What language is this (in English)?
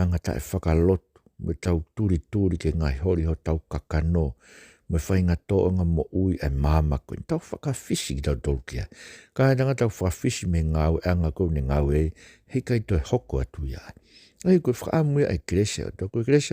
Tongan